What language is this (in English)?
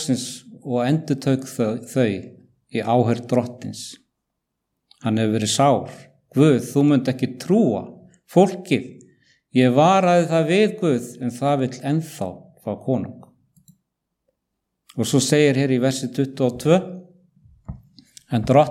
Icelandic